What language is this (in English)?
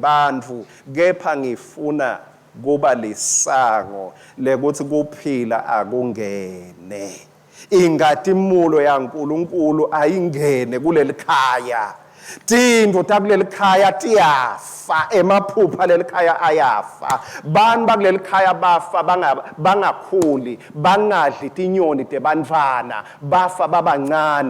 Swati